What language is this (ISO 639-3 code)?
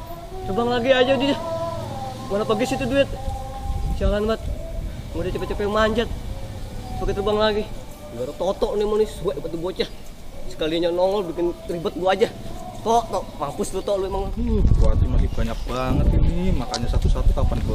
bew